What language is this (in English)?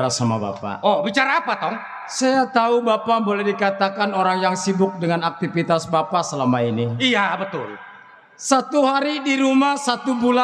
Betawi